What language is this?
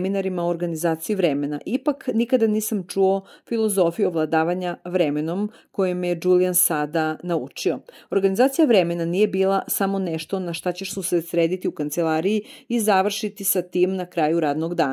Serbian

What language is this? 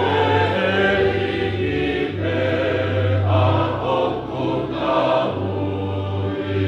Tongan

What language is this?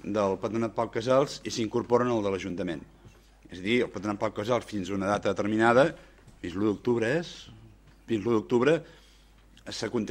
Catalan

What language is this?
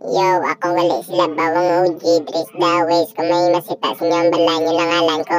Hiligaynon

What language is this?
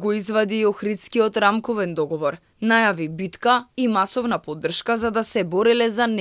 Macedonian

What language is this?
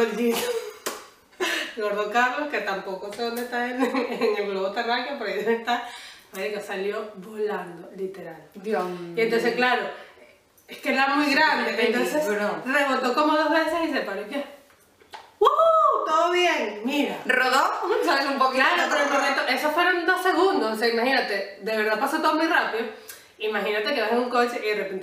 Spanish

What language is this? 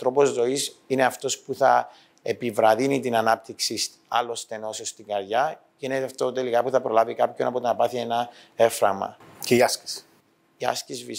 Greek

